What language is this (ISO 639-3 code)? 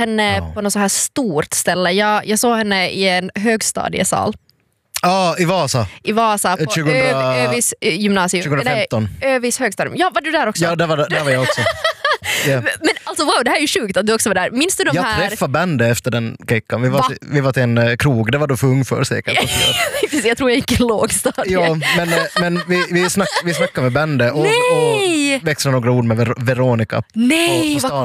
swe